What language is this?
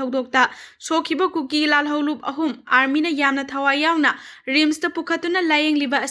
Manipuri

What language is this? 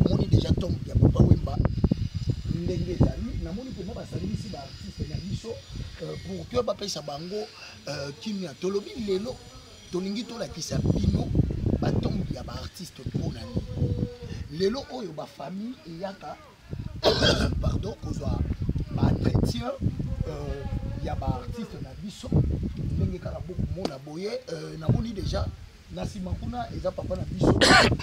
Lingala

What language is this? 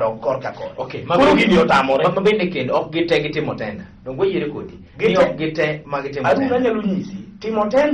Luo (Kenya and Tanzania)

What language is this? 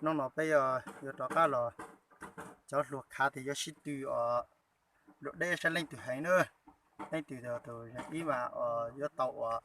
Hmong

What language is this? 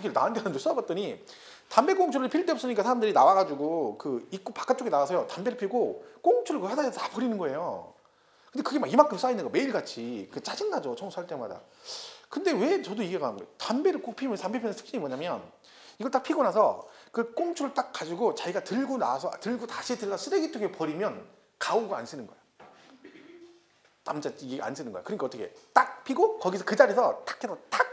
Korean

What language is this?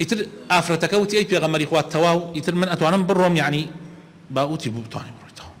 Central Kurdish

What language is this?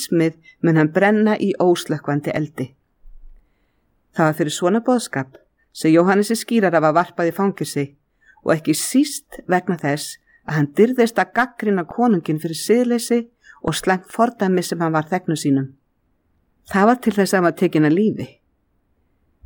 Icelandic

